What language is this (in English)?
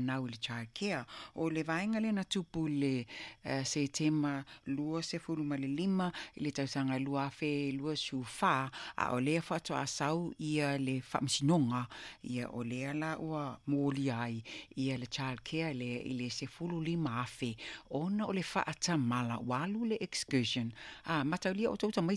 Samoan